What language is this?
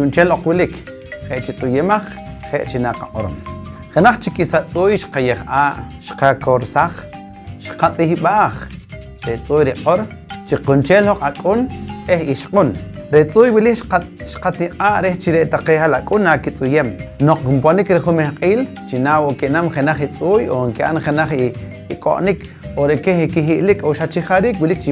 Poqomchi'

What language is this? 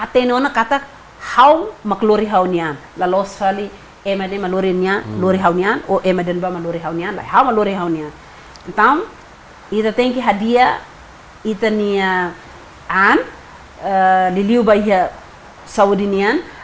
Tetum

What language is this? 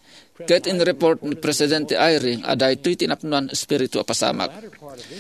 Iloko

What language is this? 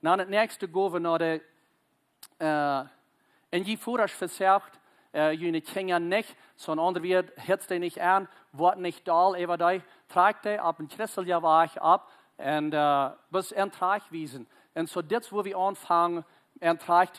Plautdietsch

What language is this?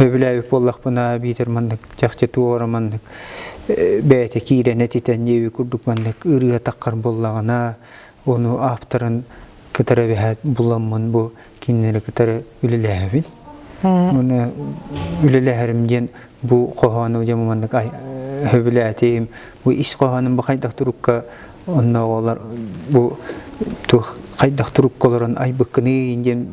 Yakut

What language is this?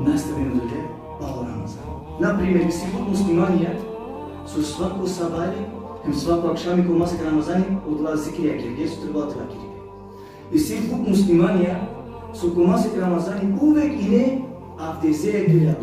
Balkan Romani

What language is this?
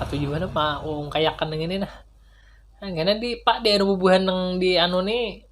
Banjar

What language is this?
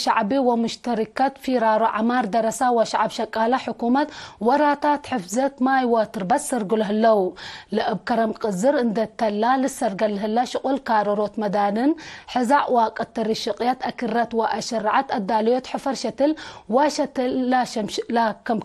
Tigre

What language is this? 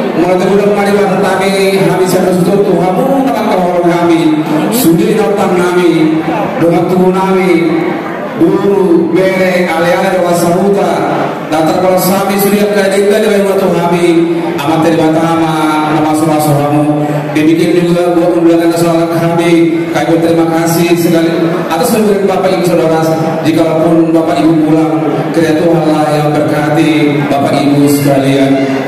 Batak Toba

